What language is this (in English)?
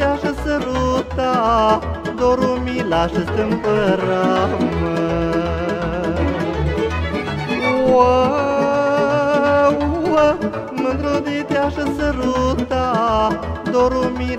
Romanian